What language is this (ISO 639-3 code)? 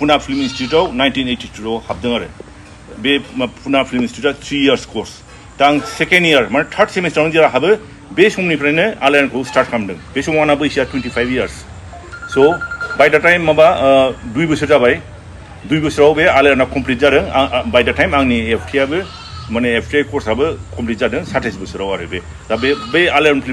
brx